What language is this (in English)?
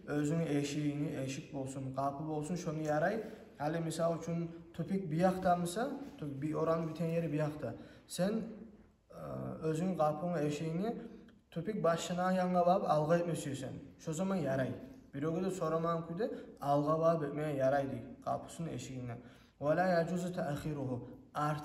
Kumyk